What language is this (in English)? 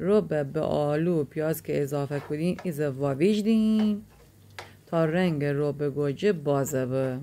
Gilaki